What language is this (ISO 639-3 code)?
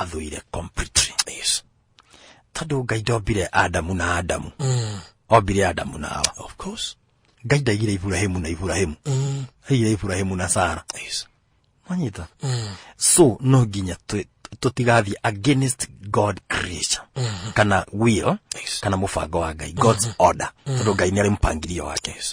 kik